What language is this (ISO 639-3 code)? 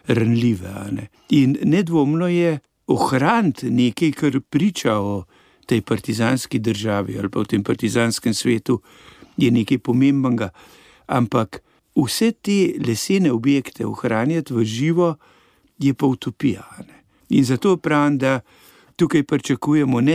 slv